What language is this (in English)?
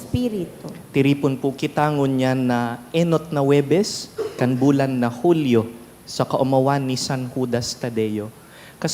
Bikol